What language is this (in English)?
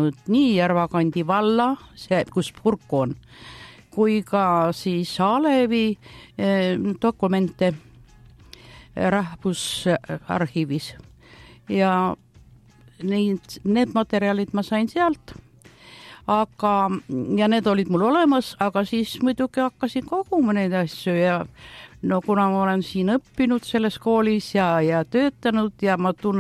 Estonian